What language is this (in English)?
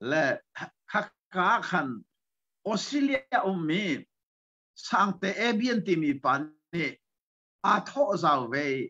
Hakha Chin